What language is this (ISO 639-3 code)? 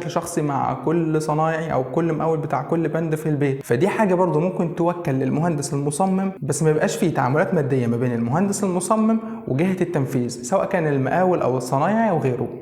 arz